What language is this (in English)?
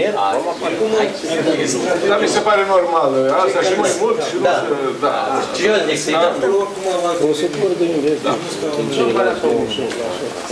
Romanian